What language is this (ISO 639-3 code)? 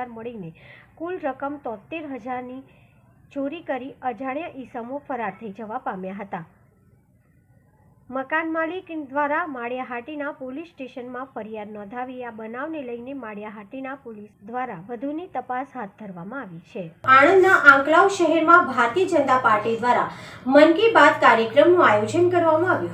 guj